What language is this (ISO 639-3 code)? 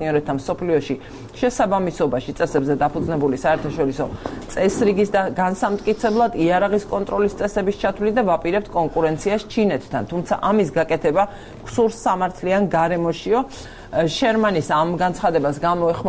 kat